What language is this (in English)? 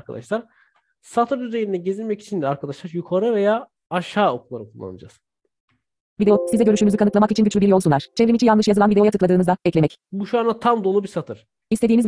Turkish